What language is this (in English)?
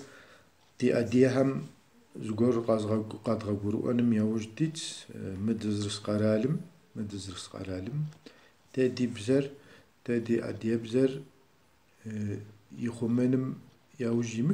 Kabardian